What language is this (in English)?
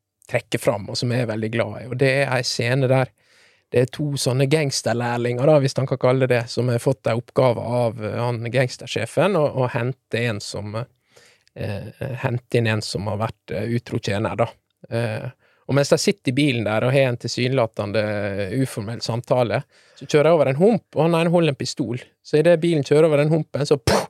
Norwegian